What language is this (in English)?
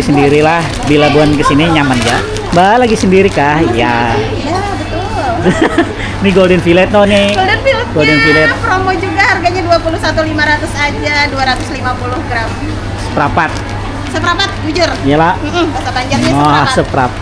Banjar